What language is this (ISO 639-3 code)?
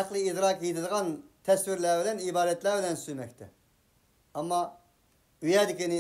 uig